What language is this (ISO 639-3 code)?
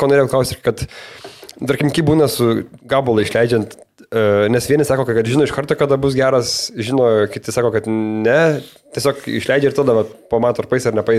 lit